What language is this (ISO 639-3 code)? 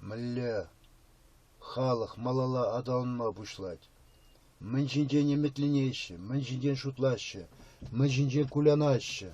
chv